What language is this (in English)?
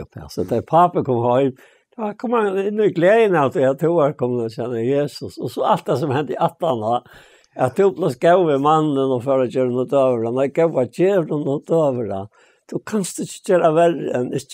Faroese